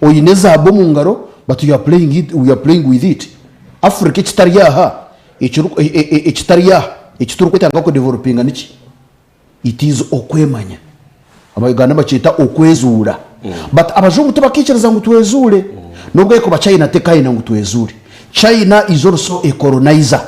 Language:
Nyankole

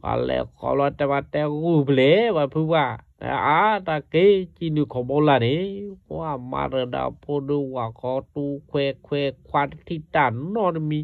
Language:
S'gaw Karen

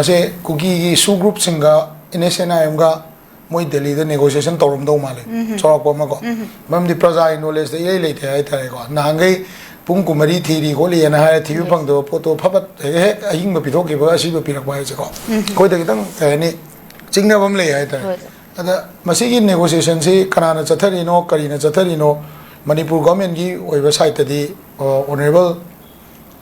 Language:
Manipuri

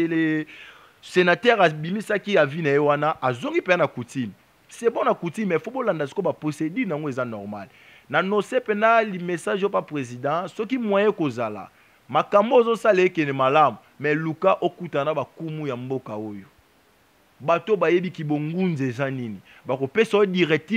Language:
Lingala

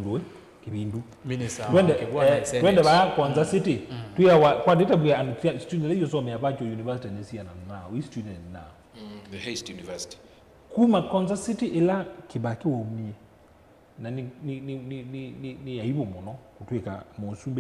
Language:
Kamba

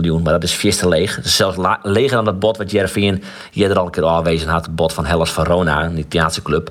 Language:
Western Frisian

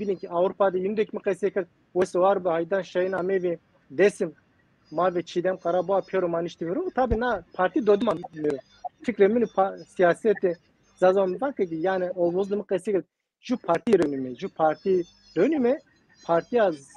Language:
Zaza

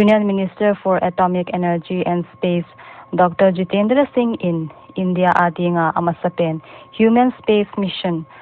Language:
Paite Chin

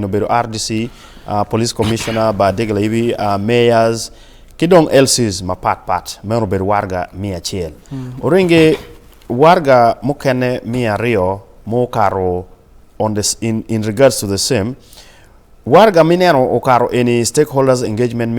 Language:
Acoli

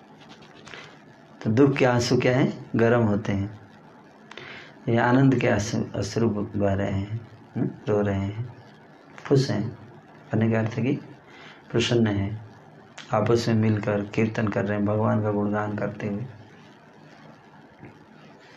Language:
Hindi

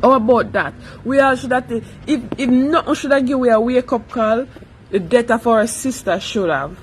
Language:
Jamaican Creole English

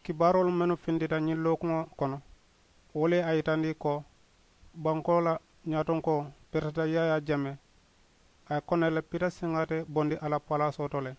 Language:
Mandingo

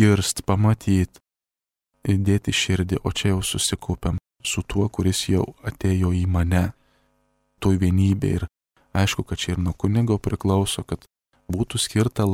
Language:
Lithuanian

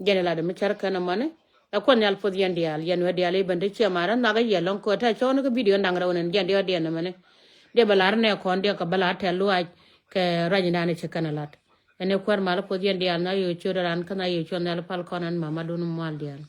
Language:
Nuer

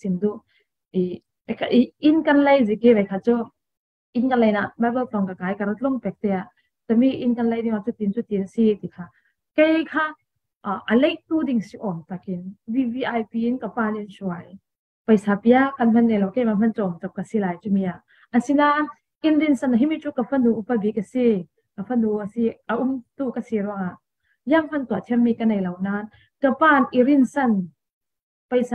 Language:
Falam Chin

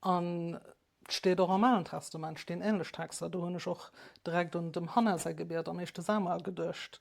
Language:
Luxembourgish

